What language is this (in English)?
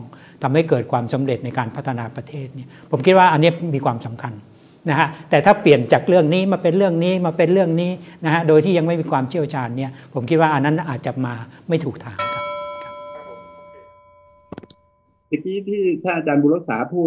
Thai